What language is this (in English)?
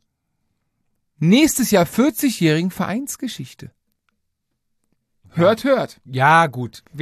German